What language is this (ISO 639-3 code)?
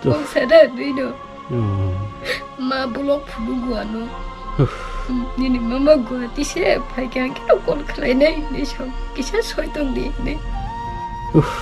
trp